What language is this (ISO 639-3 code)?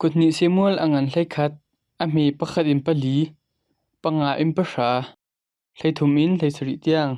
cnh